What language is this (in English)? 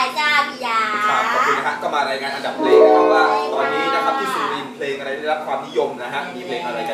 Thai